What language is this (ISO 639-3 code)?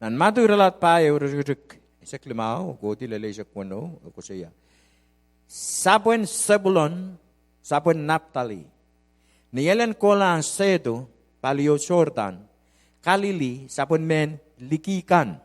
pon